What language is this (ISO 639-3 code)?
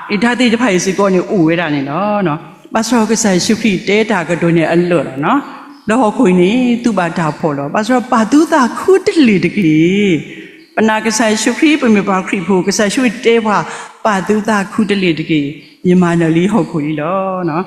ksw